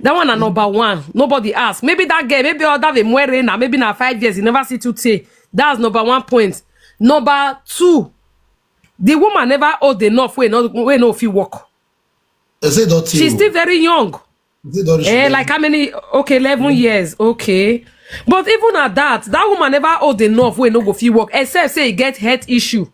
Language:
Nigerian Pidgin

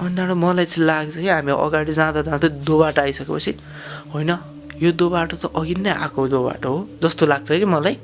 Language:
Nepali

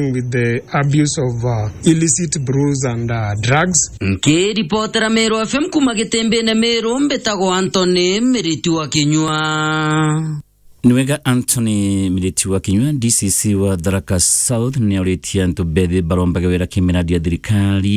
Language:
Meru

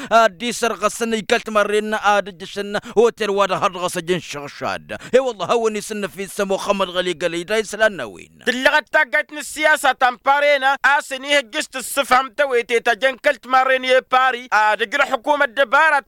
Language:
Tamasheq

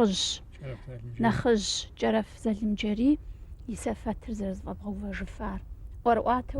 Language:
Kabardian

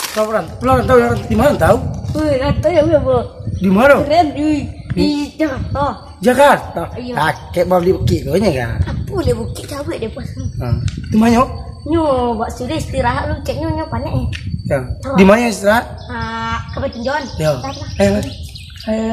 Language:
Minangkabau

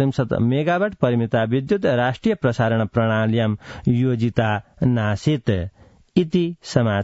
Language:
Sanskrit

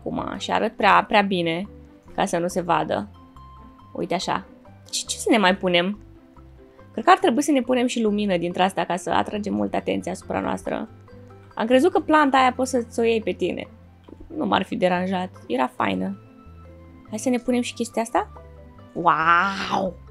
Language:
Romanian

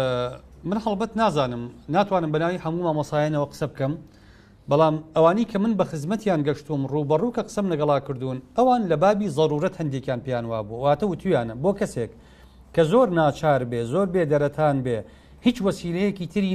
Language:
Central Kurdish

